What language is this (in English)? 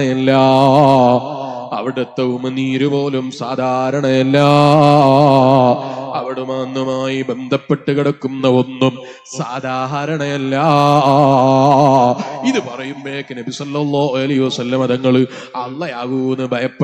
Malayalam